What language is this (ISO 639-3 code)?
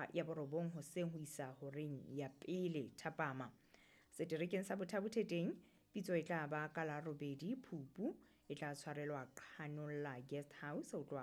sot